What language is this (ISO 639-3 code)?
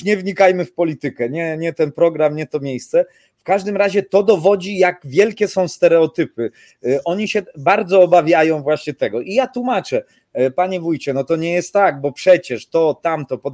pol